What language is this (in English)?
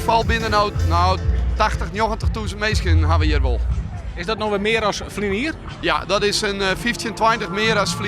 Western Frisian